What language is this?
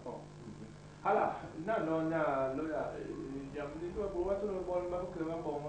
Basaa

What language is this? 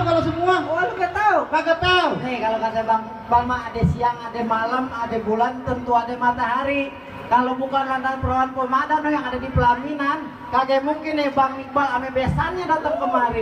Betawi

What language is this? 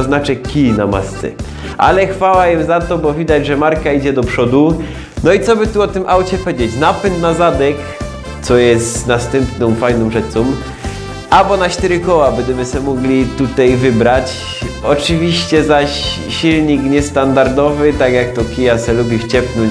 Silesian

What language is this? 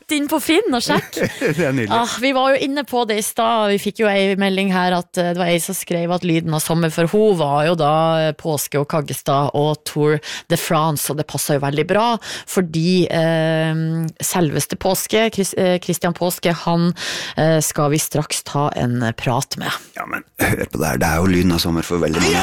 Norwegian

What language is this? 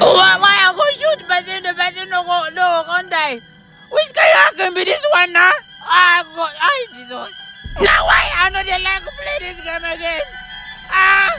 Nigerian Pidgin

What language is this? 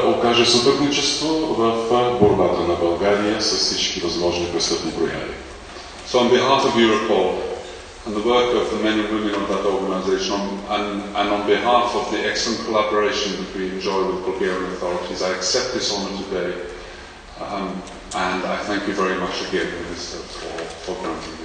Bulgarian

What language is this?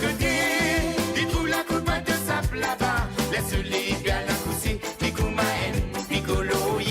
Morisyen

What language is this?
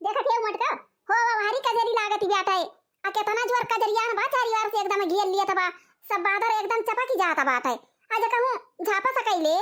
Awadhi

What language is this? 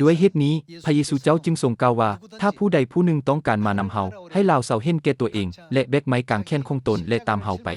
Lao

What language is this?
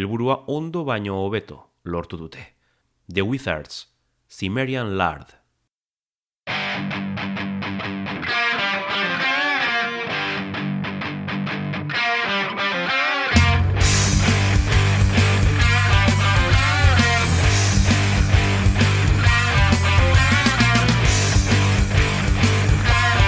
Basque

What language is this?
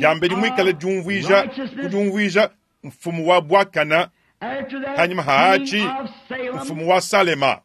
Luba-Lulua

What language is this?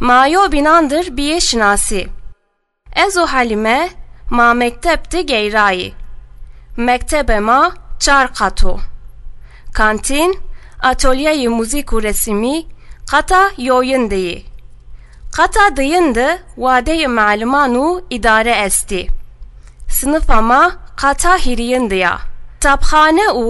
Zaza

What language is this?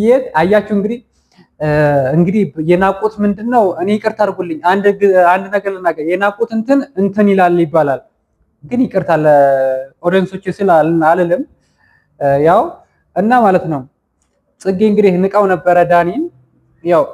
Amharic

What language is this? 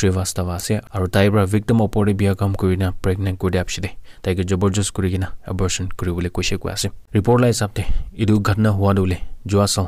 Naga Pidgin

